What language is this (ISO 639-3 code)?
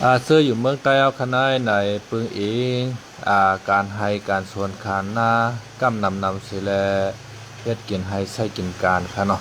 shn